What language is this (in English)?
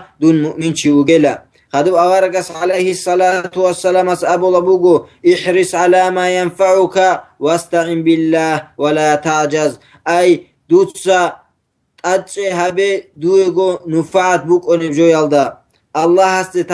Avaric